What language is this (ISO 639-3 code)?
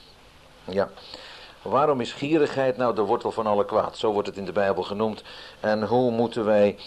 nld